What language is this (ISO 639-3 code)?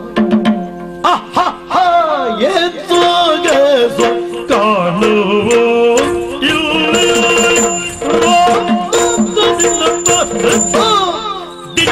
kan